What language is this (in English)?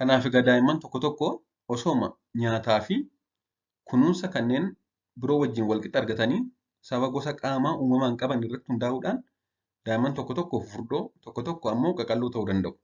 Oromo